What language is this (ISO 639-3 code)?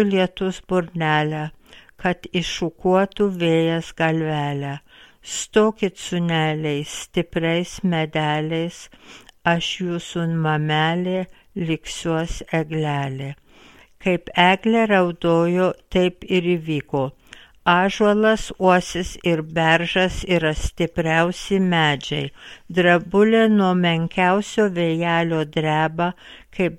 lit